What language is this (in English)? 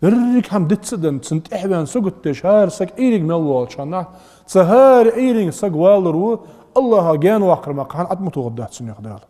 Ingush